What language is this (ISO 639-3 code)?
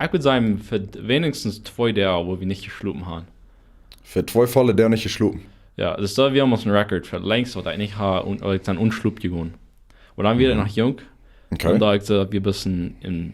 pdt